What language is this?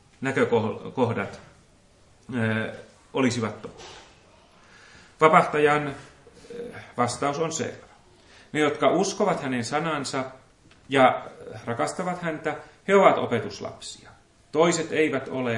Finnish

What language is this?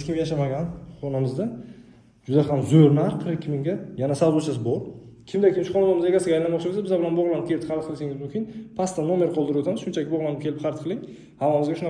Uzbek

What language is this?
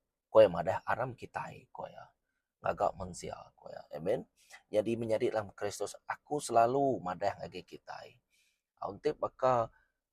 Iban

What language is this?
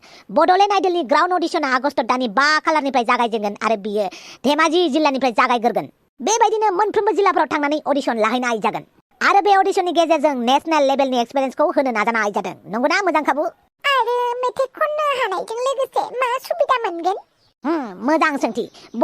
Bodo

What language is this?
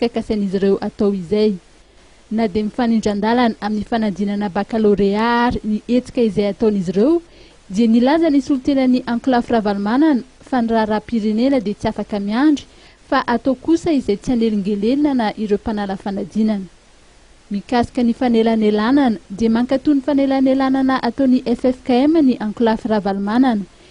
Malagasy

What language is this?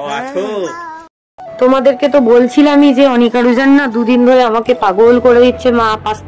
Bangla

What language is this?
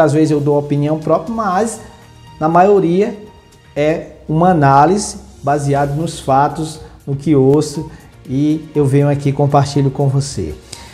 Portuguese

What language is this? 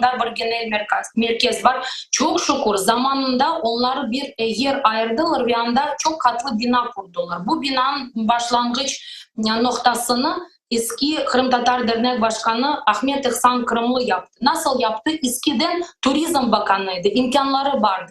Crimean Tatar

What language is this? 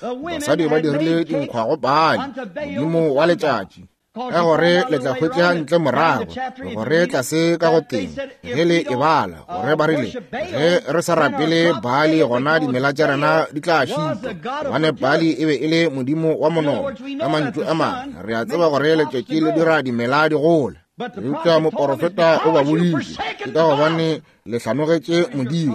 Northern Sotho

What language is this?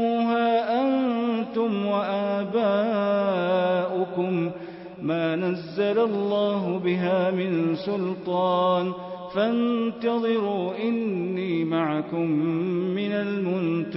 Arabic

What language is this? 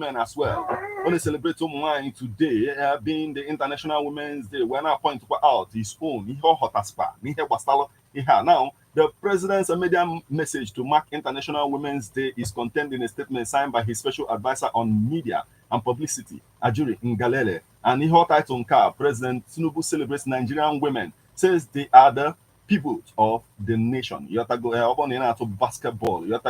Igbo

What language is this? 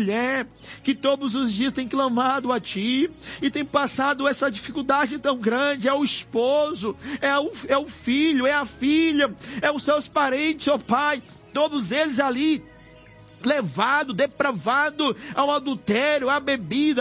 Portuguese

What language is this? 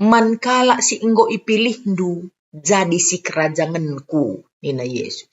Batak Karo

